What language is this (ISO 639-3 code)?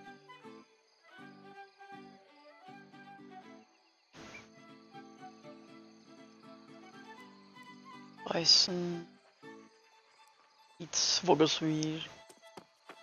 nor